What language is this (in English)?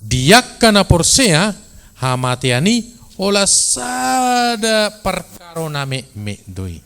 Batak Toba